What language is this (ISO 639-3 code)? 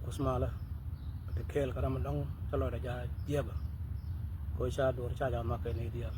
nus